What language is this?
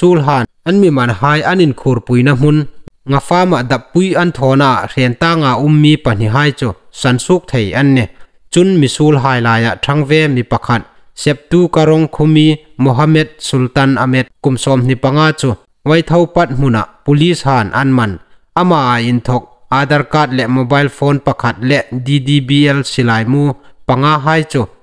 Hmar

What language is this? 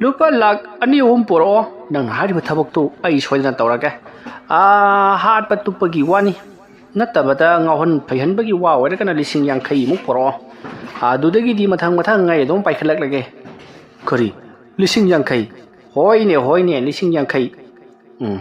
Manipuri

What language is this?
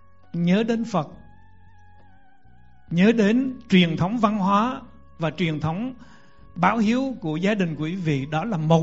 Vietnamese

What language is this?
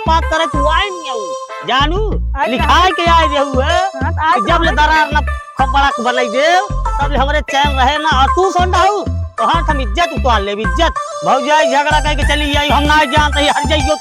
Awadhi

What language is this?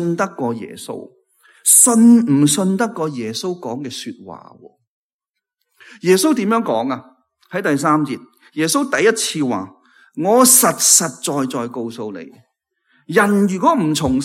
Cantonese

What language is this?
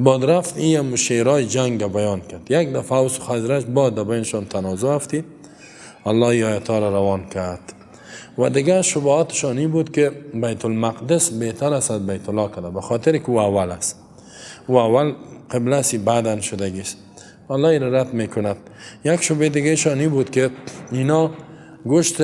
Persian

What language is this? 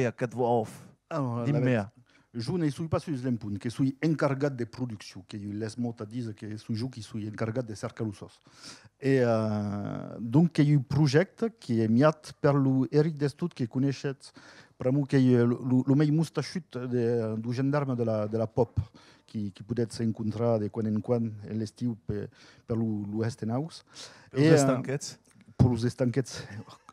Occitan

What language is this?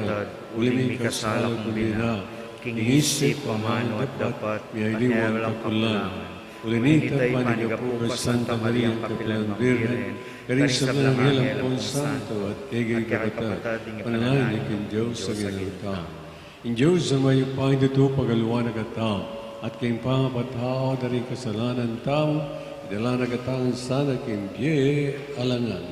Pampanga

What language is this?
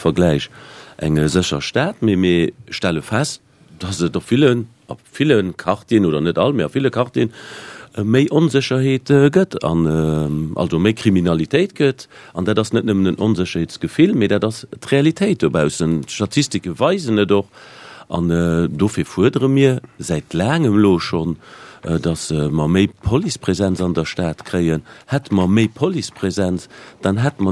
Luxembourgish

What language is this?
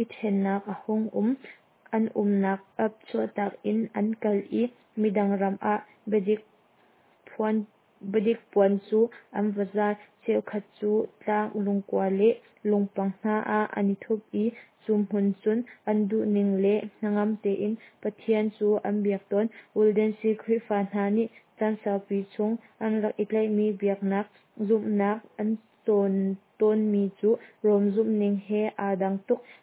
Hakha Chin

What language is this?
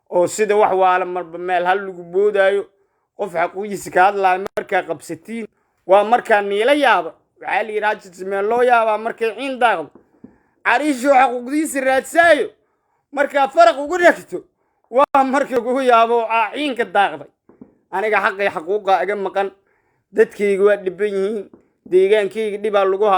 Somali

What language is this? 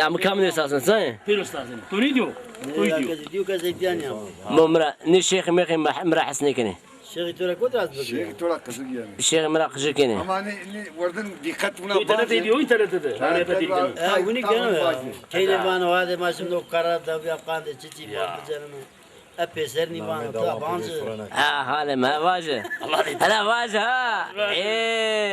Zaza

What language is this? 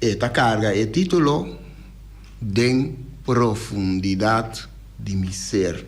Papiamento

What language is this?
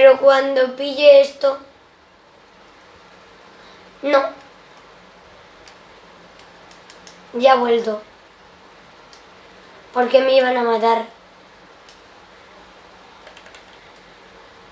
Spanish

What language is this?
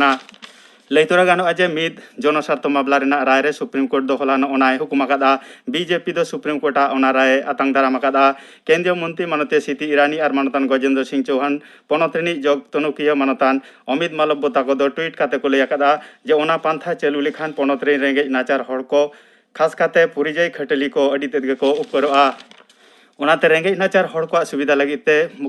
Santali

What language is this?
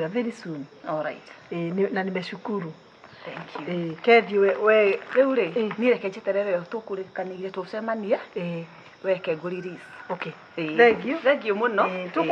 Kikuyu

